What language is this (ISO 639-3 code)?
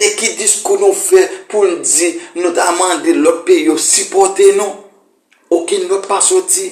hat